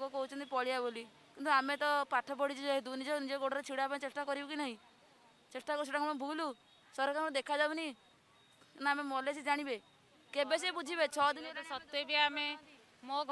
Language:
Odia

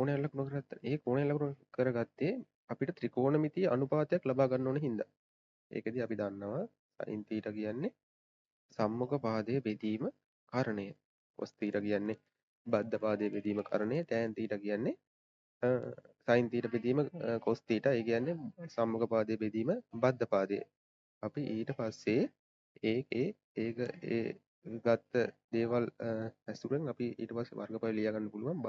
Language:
Sinhala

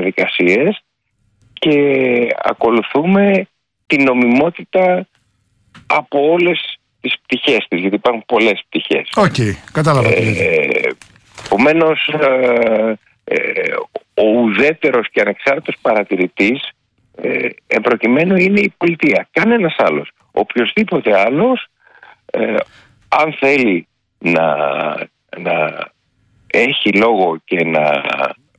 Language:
Greek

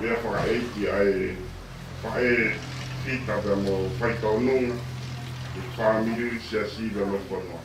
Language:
Tongan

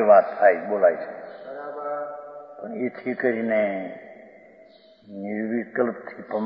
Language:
Gujarati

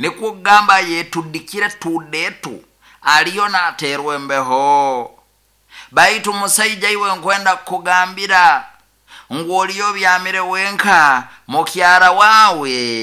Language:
Nyoro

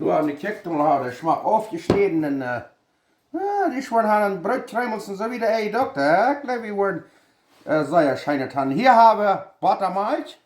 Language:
Plautdietsch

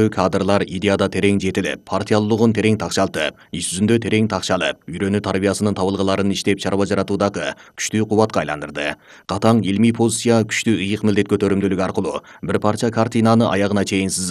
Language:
Kyrgyz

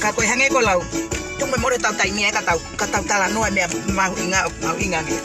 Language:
Tongan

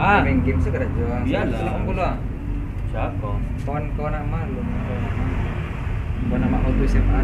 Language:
Minangkabau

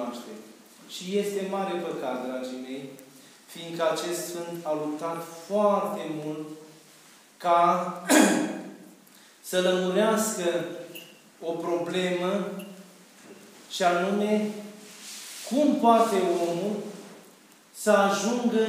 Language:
Romanian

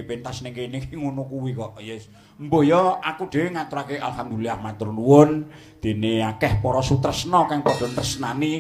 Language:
Javanese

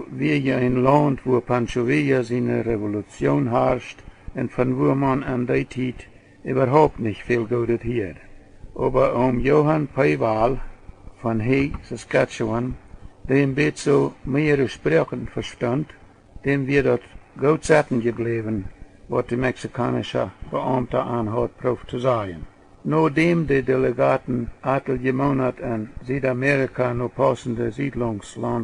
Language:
Plautdietsch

